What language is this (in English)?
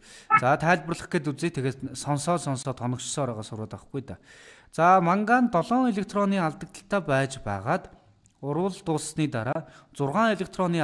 Mongolian